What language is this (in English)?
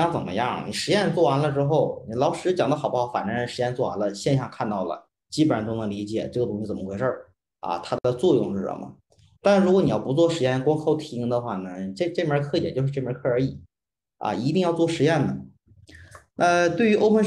Chinese